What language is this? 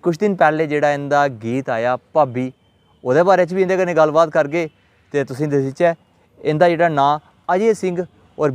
Dogri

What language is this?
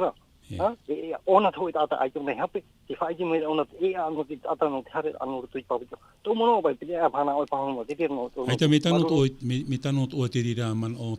Tahitian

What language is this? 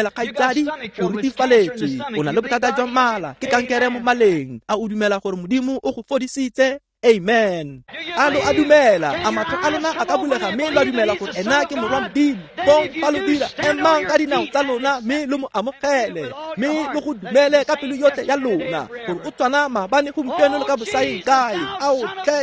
Tswana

